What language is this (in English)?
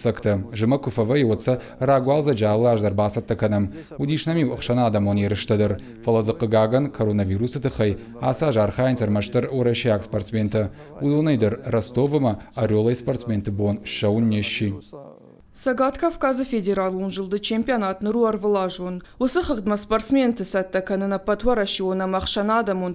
Ossetic